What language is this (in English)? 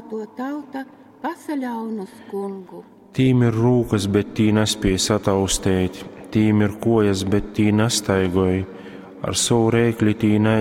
Latgalian